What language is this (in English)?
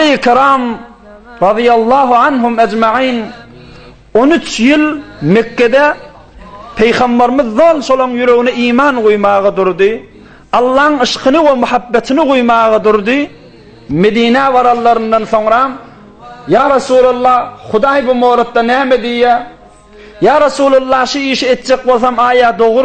Turkmen